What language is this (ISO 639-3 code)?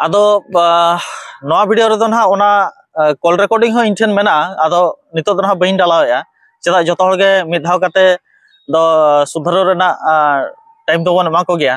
sat